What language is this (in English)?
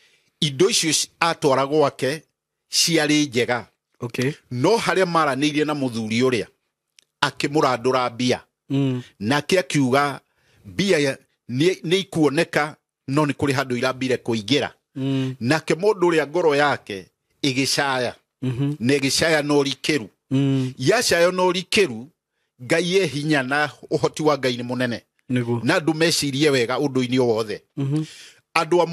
Kikuyu